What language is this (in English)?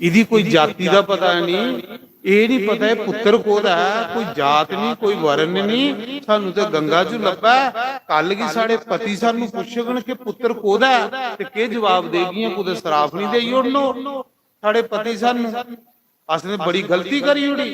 Dogri